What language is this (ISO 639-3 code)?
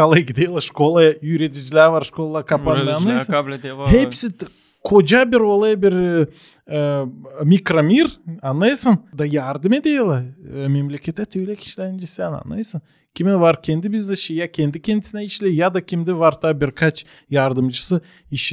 gag